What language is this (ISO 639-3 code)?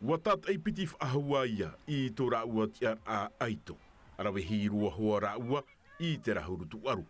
tah